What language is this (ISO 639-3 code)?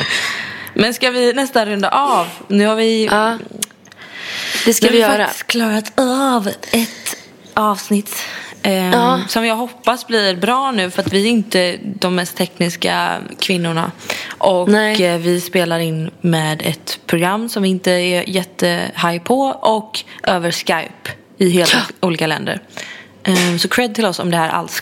swe